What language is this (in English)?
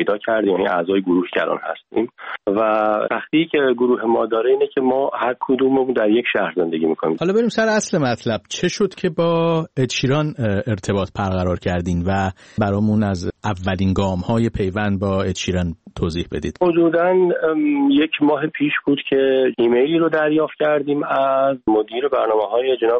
Persian